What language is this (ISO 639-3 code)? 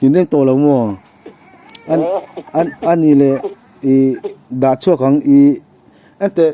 lus